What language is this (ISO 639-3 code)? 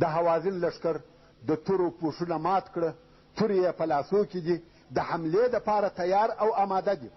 pus